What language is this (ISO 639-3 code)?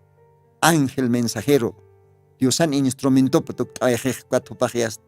aym